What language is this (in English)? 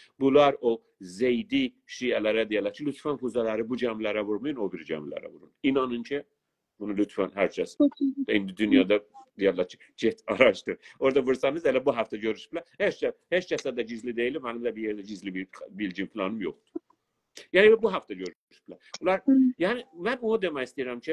South Azerbaijani